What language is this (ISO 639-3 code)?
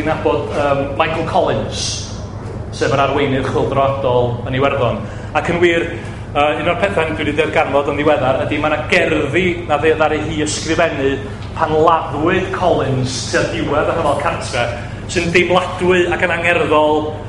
cym